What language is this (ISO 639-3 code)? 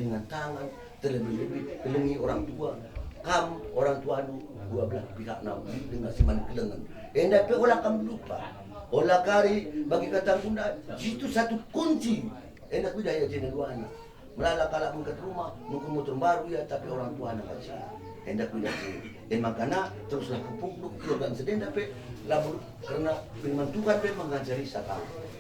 btx